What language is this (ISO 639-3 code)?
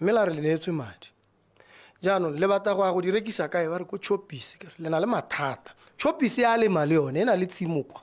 tsn